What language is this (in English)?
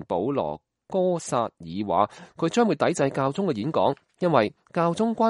Cantonese